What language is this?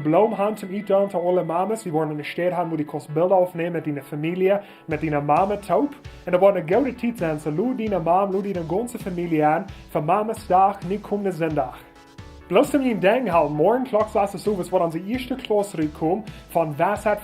Plautdietsch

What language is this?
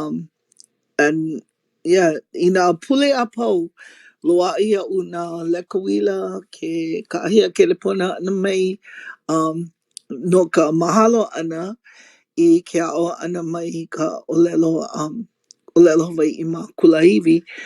Hawaiian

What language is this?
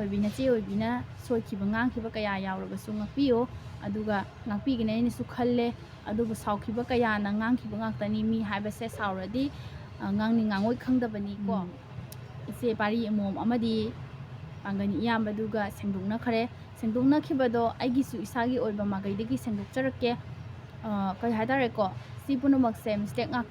Manipuri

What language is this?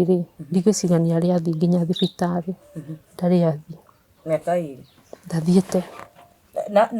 Kikuyu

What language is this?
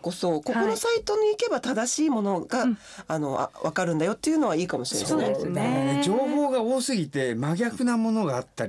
Japanese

